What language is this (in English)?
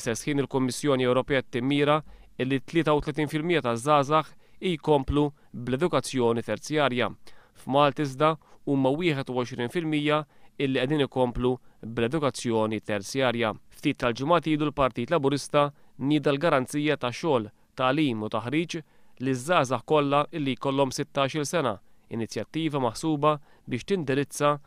Maltese